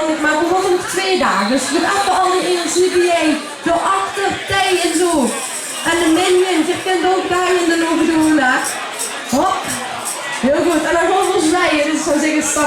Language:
Limburgish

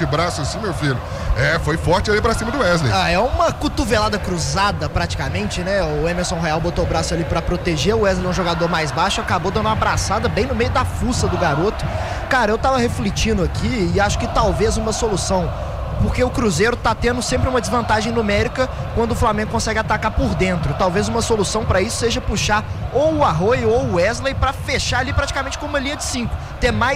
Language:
Portuguese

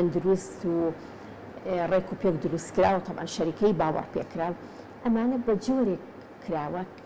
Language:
Central Kurdish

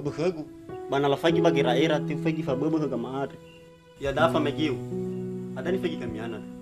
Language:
Nias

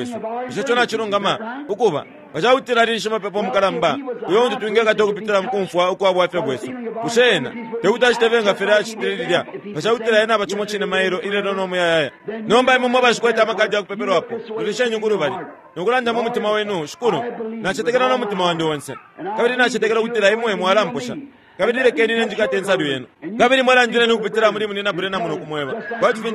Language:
Bemba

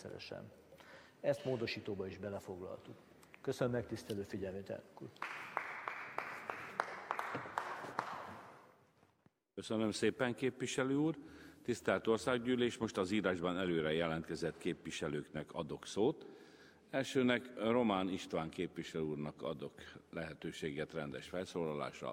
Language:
Hungarian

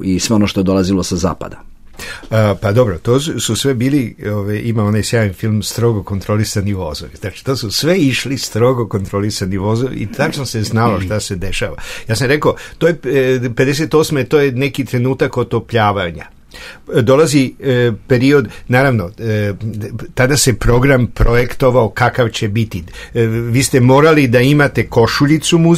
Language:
Serbian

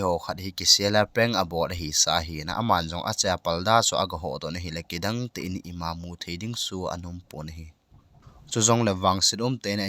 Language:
Thado Chin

